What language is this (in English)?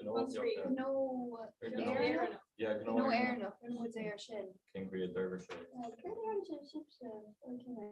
Irish